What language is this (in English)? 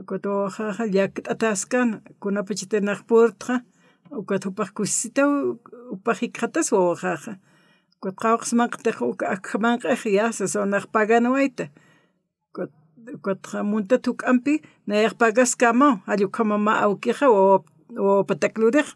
Aymara